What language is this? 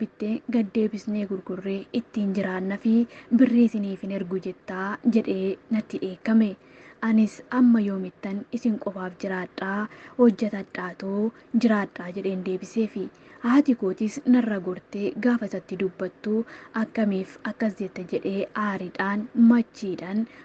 Oromo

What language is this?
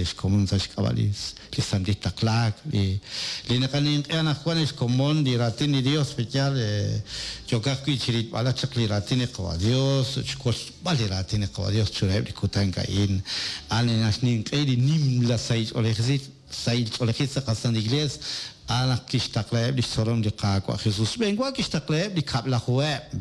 Kekchí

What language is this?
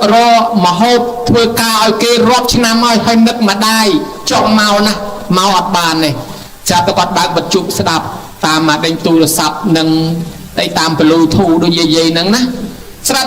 Khmer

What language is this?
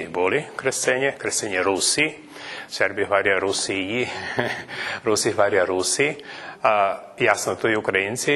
Rusyn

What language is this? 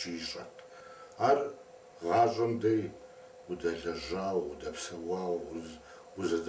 Kabardian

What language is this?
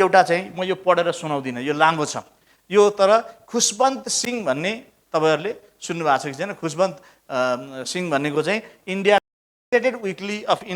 Nepali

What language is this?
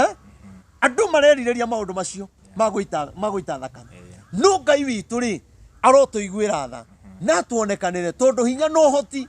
Kikuyu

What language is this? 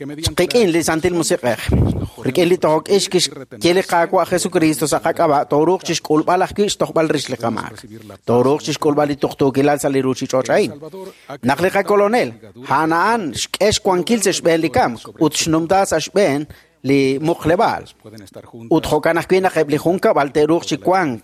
Kekchí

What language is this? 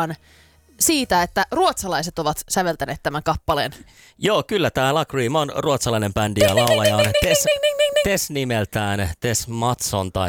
Finnish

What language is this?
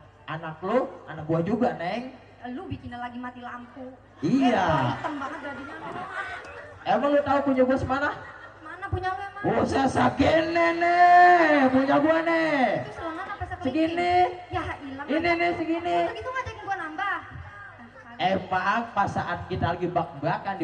Betawi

